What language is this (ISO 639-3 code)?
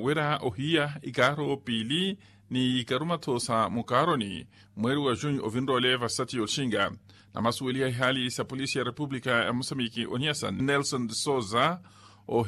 vmw